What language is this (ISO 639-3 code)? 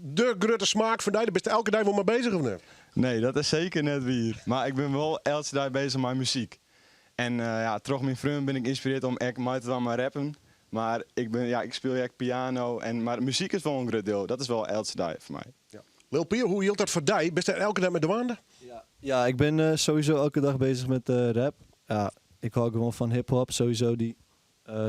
fry